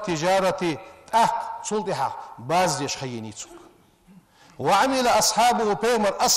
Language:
Ingush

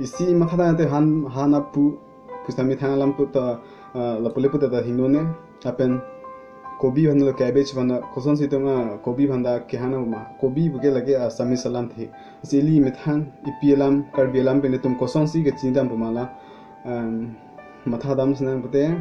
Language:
Karbi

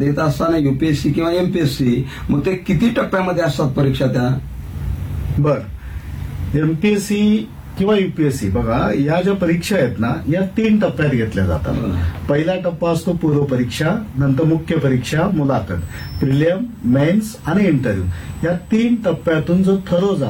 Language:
Marathi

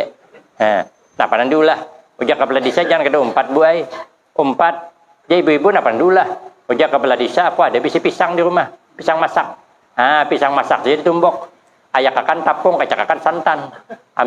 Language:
Banjar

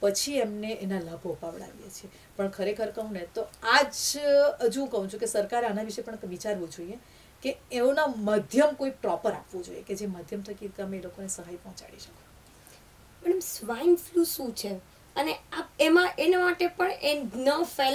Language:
Gujarati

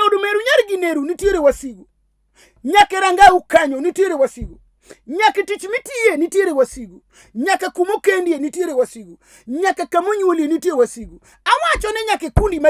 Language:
Luo (Kenya and Tanzania)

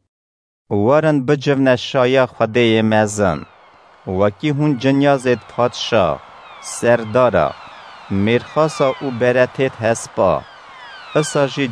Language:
Kurdish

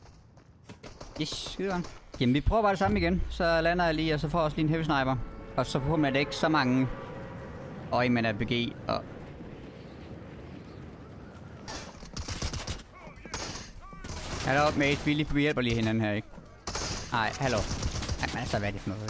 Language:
Danish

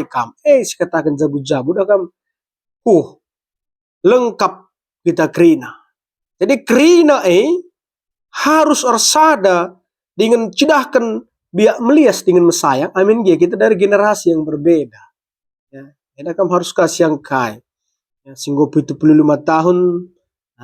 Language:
Batak Karo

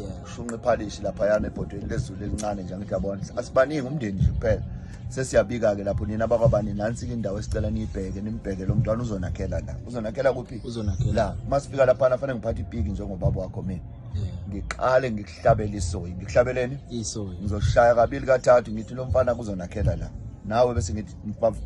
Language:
Zulu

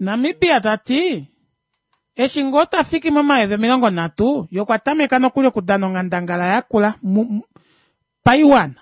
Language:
Kuanyama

